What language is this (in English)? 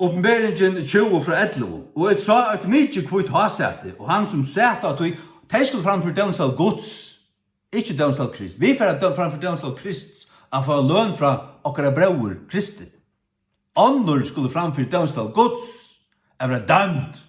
Faroese